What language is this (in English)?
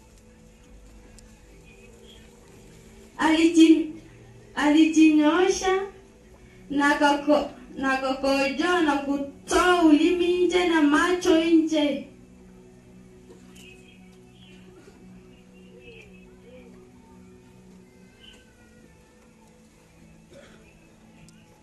Swahili